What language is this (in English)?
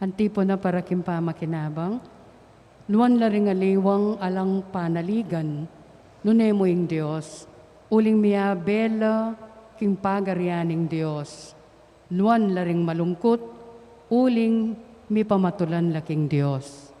Pampanga